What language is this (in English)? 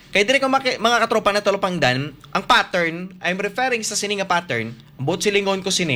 Hiligaynon